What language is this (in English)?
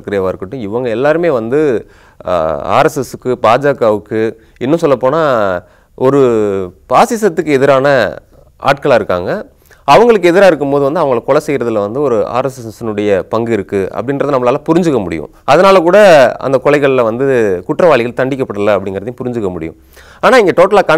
Tamil